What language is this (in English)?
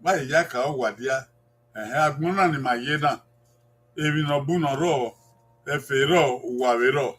Bini